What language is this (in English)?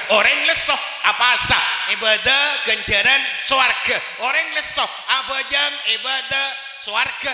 Madurese